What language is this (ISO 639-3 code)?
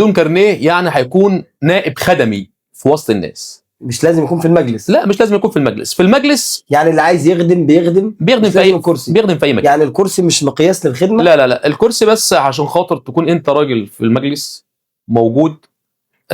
arz